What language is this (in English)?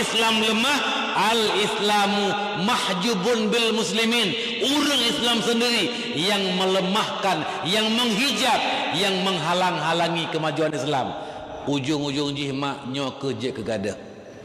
Achinese